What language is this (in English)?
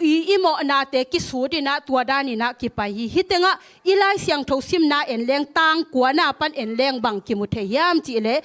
Tedim Chin